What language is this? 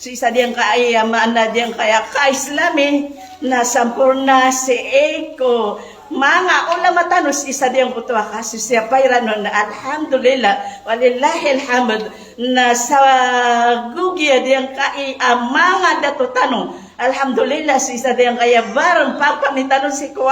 Maranao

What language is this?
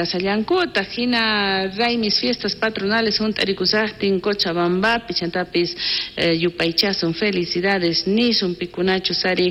South Bolivian Quechua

